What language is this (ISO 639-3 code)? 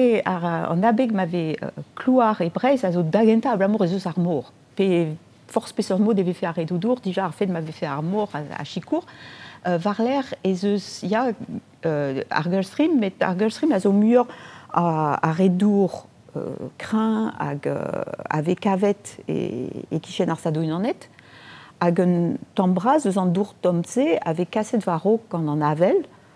bre